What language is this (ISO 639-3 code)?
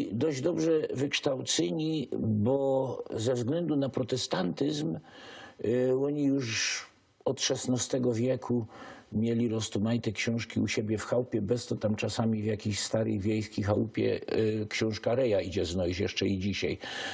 szl